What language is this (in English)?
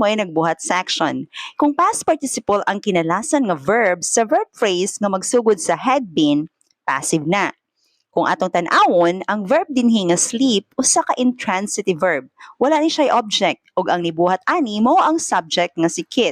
Cebuano